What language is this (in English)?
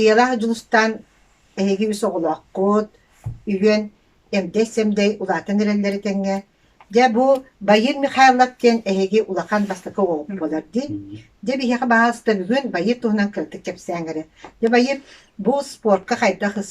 Yakut